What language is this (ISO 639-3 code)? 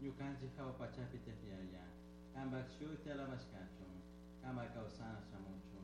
qug